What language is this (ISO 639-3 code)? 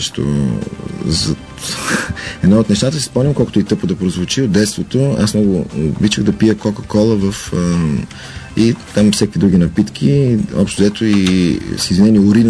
bul